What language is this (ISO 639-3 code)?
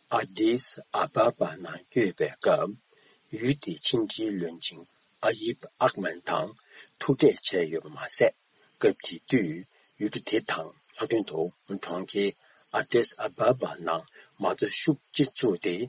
bod